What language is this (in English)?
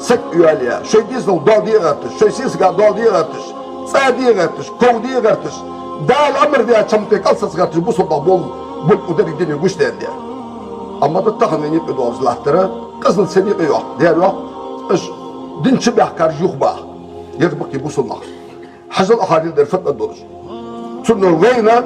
Ingush